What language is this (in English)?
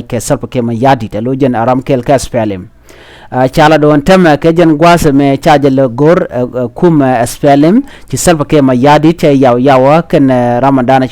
Nuer